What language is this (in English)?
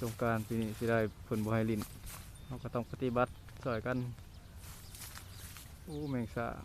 Lao